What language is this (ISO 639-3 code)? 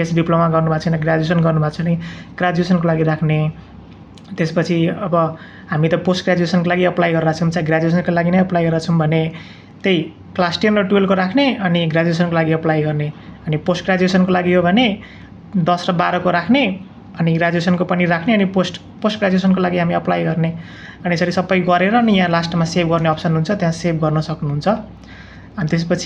nep